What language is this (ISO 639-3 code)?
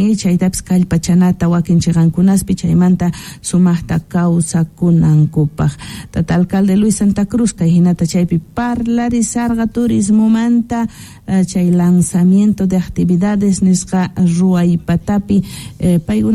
que